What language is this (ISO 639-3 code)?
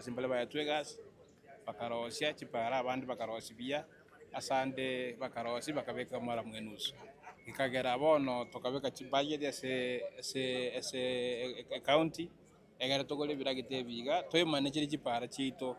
guz